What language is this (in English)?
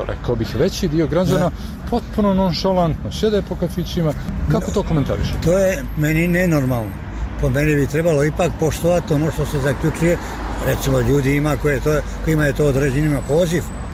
Serbian